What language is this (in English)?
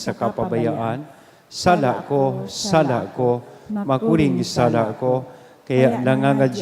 Bikol